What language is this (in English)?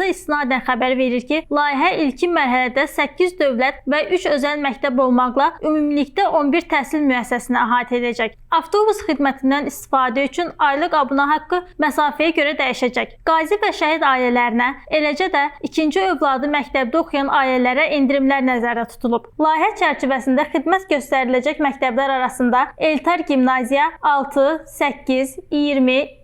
Azerbaijani